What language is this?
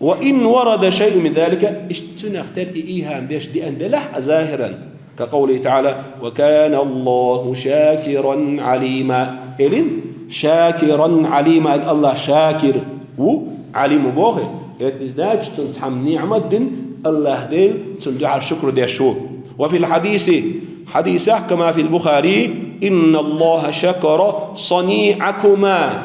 Chechen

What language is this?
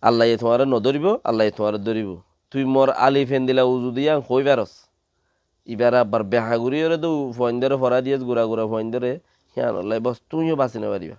Rohingya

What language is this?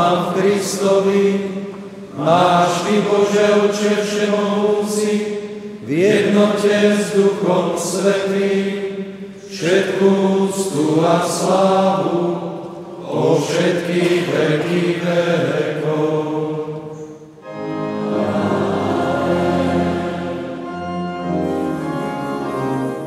Slovak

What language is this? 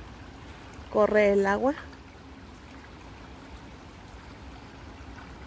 Spanish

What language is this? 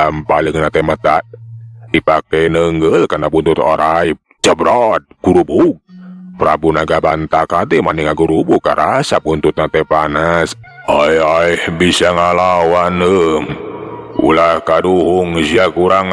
Sundanese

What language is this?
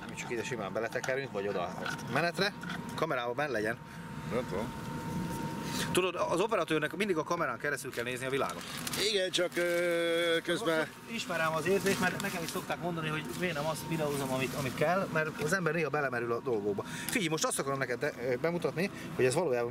Hungarian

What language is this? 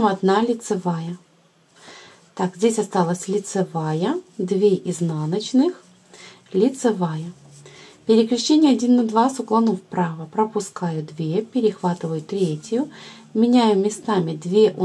Russian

